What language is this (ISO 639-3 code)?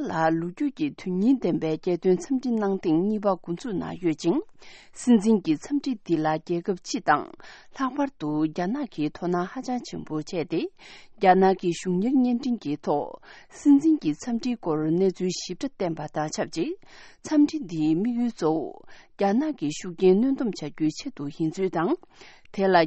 bod